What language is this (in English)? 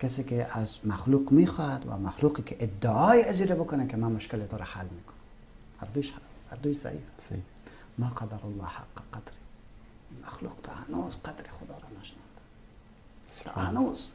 Persian